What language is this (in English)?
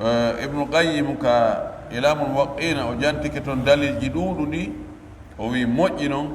Pular